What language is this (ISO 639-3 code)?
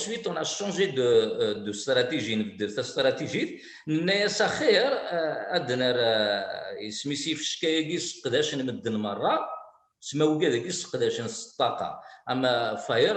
kab